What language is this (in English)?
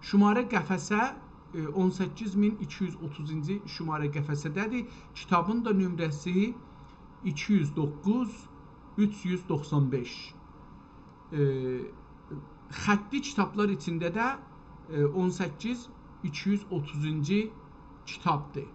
South Azerbaijani